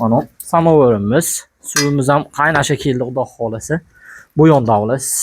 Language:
Uzbek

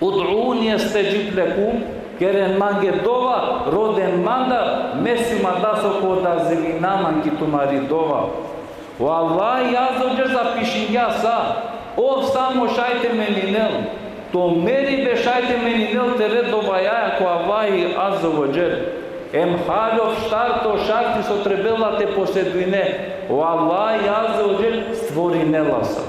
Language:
Balkan Romani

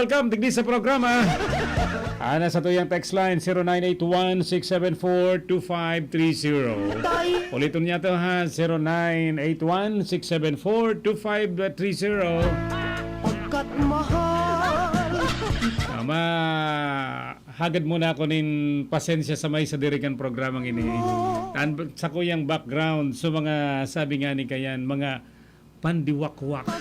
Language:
Bikol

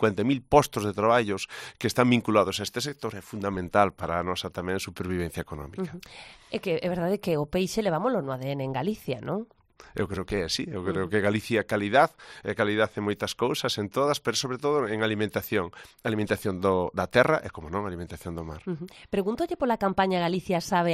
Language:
Galician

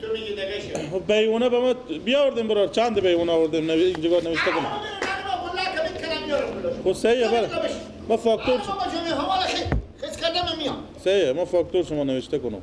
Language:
Persian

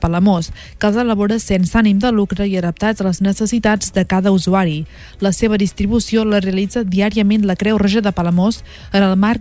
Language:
Catalan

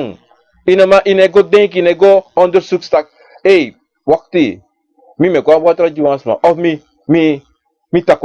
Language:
Sranan Tongo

